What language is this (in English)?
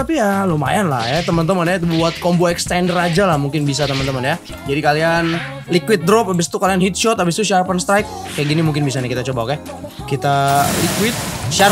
Indonesian